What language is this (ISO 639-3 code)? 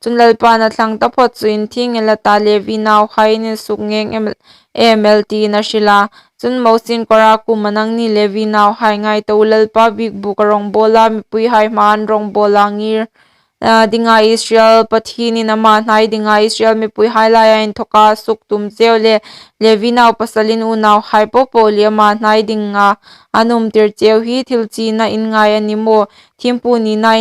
hmr